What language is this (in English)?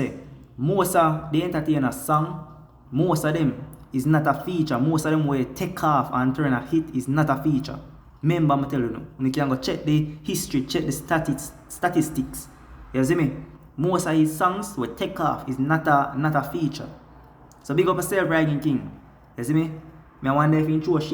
Jamaican Creole English